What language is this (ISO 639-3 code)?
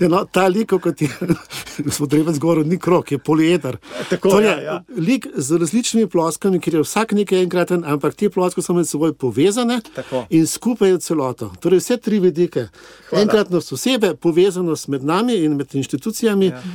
slv